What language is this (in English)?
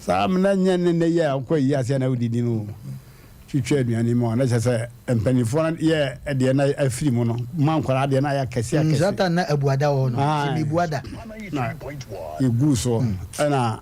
Akan